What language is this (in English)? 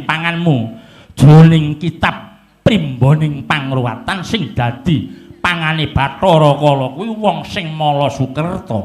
Javanese